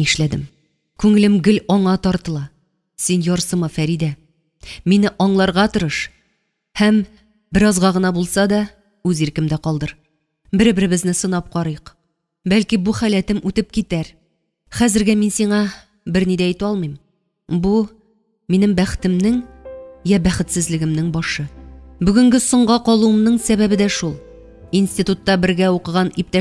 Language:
Tatar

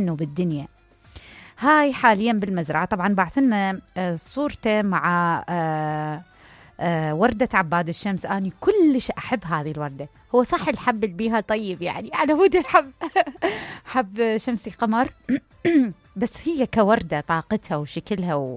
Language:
Mesopotamian Arabic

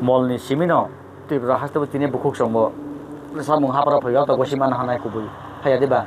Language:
Kok Borok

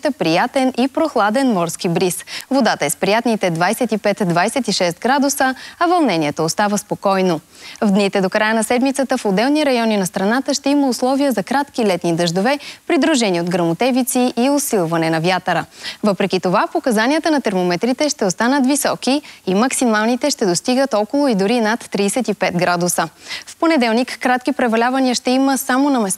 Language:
Bulgarian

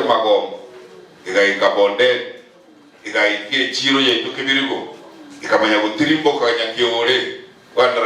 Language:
Gusii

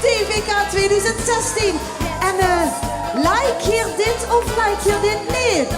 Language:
Limburgish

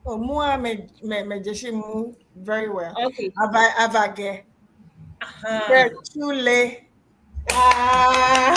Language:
Ewe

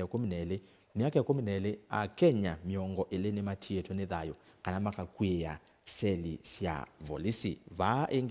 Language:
Kamba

